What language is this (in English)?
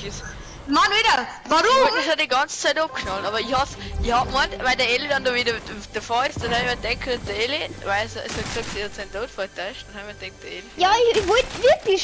Bavarian